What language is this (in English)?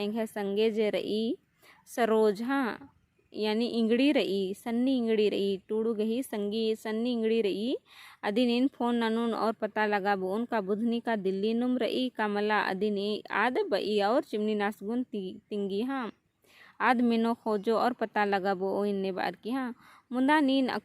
Kurukh